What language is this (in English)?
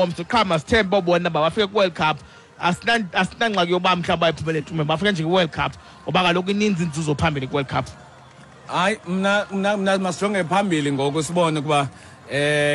Xhosa